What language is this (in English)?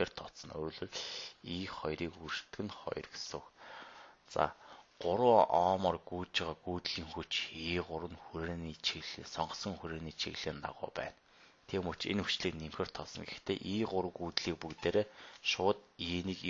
Mongolian